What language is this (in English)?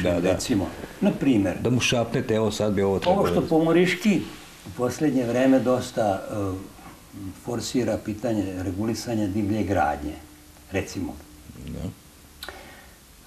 Serbian